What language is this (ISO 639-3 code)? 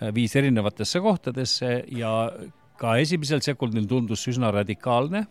est